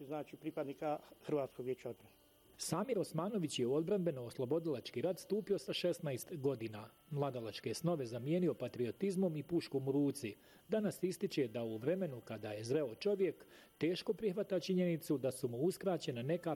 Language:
Bosnian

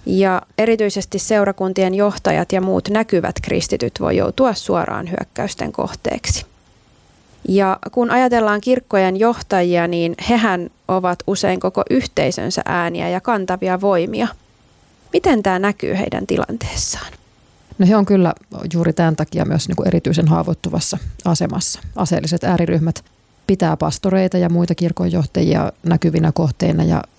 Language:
Finnish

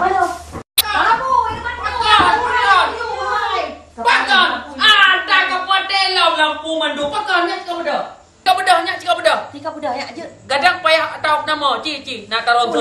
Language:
Achinese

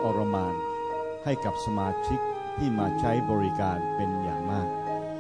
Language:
Thai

